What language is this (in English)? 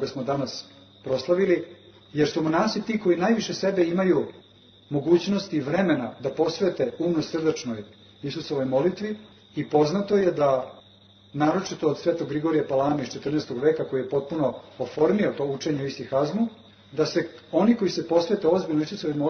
Serbian